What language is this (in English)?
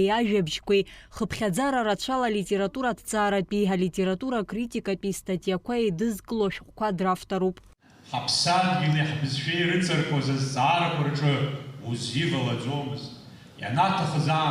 Abkhazian